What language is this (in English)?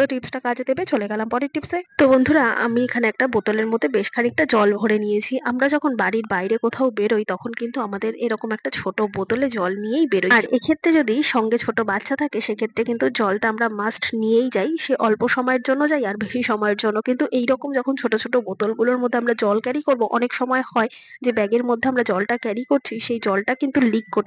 Bangla